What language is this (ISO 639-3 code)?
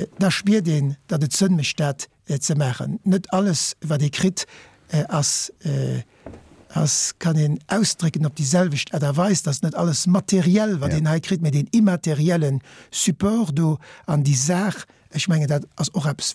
ltz